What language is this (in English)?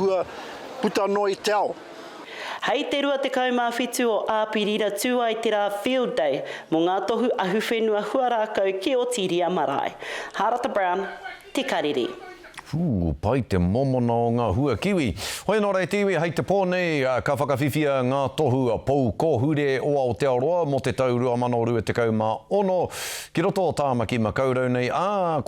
Māori